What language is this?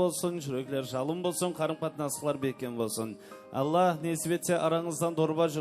Kara-Kalpak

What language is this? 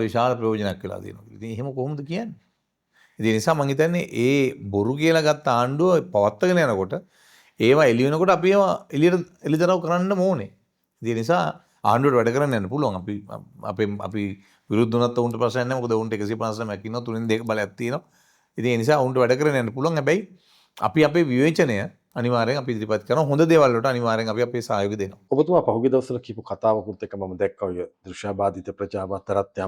Sinhala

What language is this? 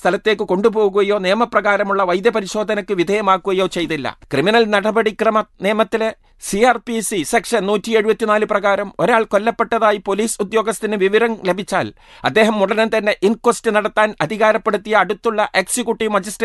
Malayalam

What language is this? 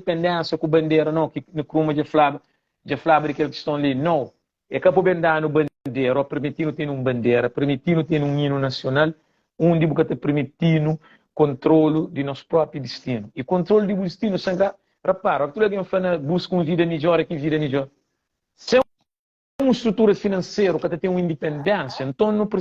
Kabuverdianu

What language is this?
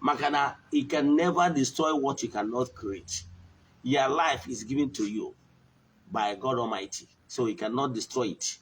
Igbo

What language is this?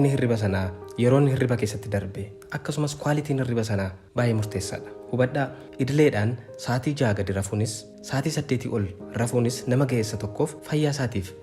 Oromo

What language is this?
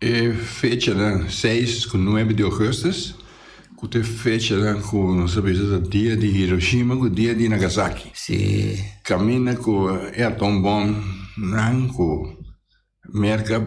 Papiamento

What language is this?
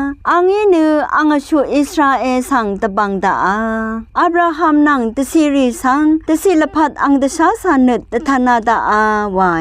Rawang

